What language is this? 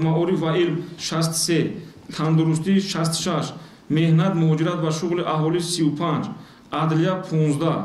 Tajik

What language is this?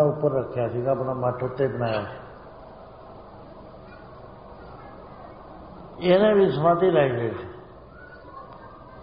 Punjabi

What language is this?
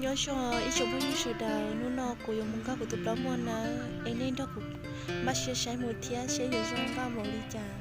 Hmong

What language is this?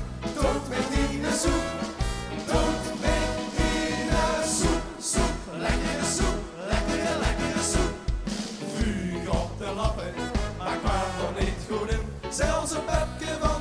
Limburgish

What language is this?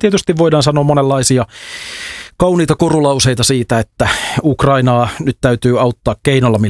Finnish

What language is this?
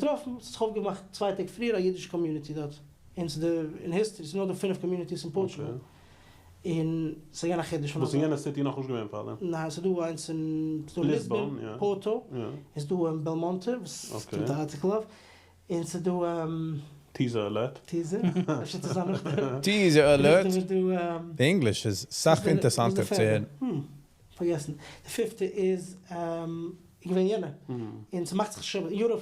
Yiddish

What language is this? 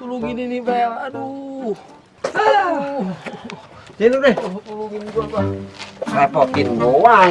Betawi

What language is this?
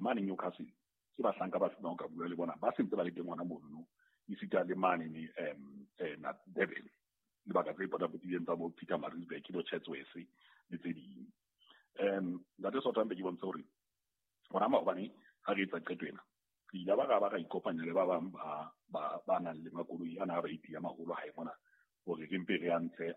Southern Sotho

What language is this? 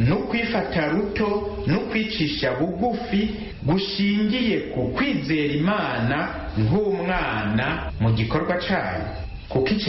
Rundi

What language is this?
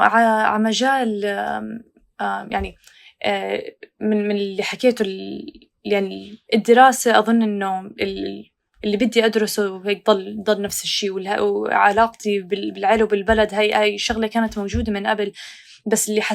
North Levantine Arabic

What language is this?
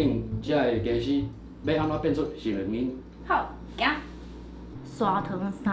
Min Nan Chinese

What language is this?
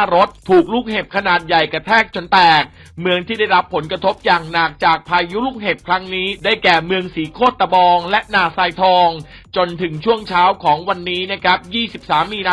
Lao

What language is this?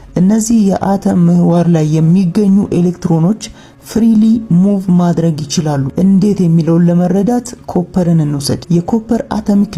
Amharic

